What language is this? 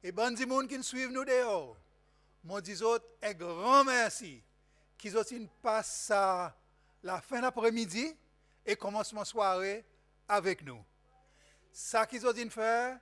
Seselwa Creole French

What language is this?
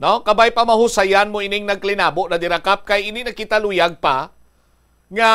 Hiligaynon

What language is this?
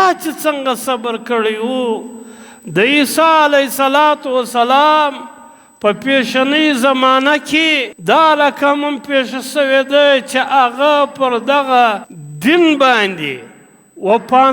Pashto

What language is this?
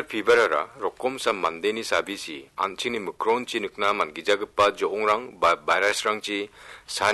Garo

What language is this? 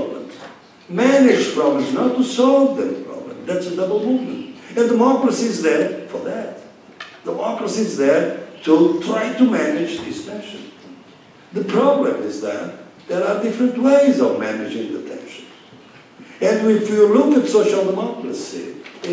English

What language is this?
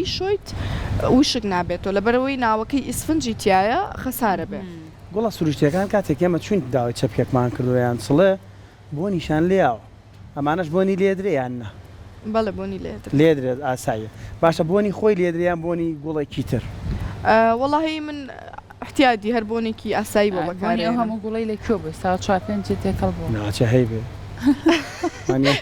Central Kurdish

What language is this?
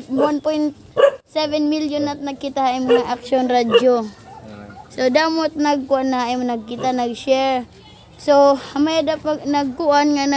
Waray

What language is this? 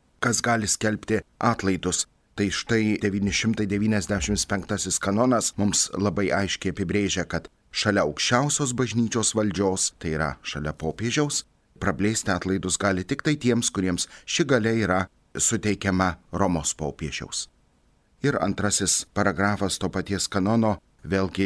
Lithuanian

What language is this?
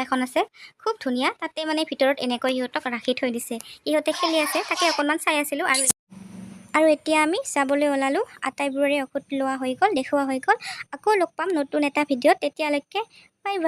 Assamese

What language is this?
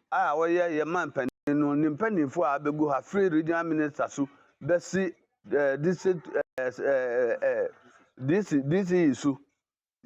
Akan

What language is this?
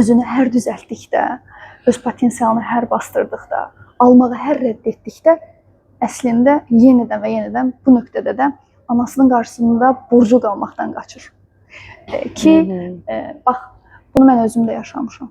Azerbaijani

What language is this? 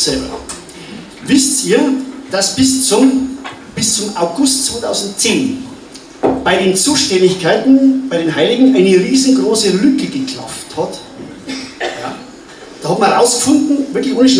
Bavarian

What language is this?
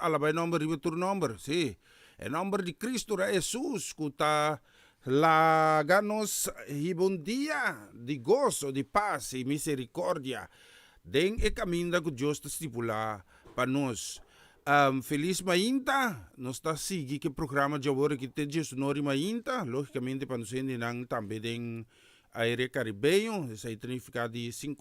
Papiamento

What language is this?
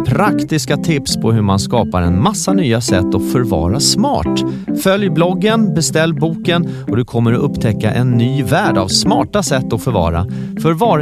Swedish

